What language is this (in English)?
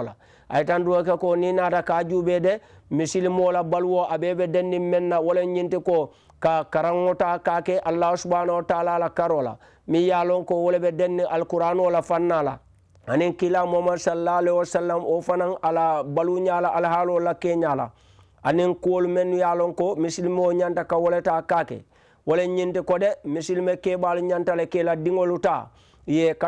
Mandingo